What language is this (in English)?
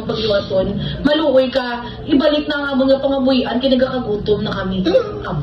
Hiligaynon